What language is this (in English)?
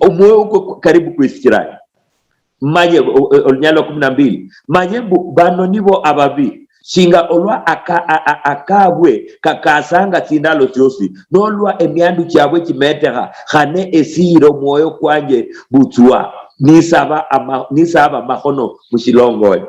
Luyia